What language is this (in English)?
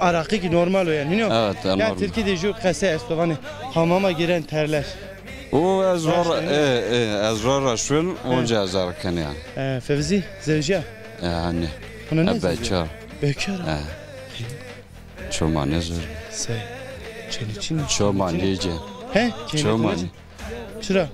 Zaza